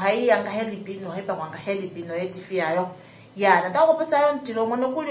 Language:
Kuanyama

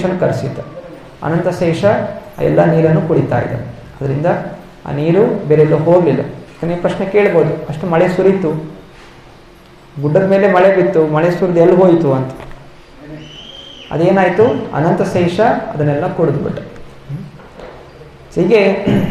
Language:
Kannada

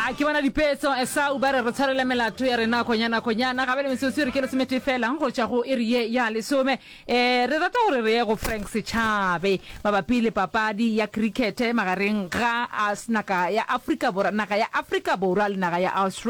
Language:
Northern Sotho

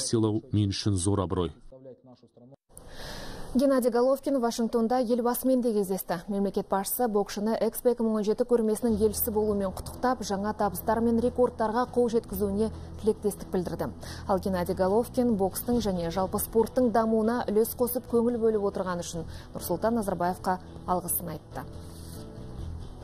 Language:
Kazakh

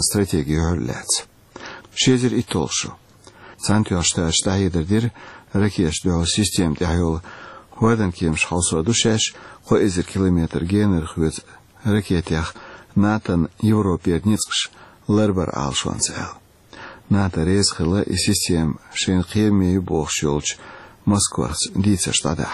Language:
Chechen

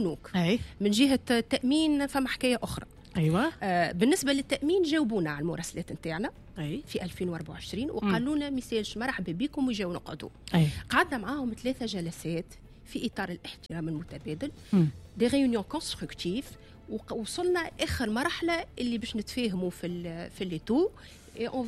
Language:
Tunisian Arabic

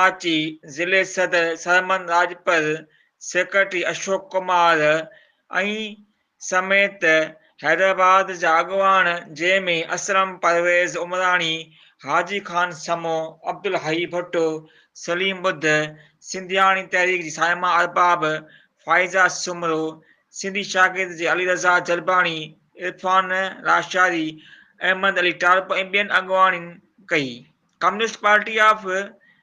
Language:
Sindhi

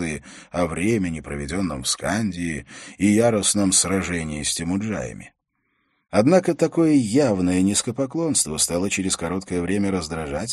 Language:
Russian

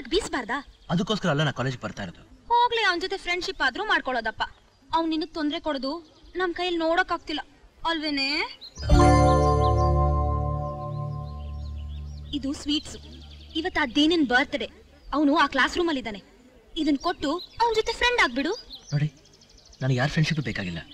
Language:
Kannada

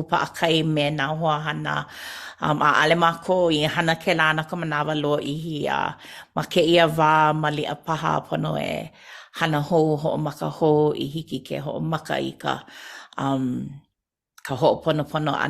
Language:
Hawaiian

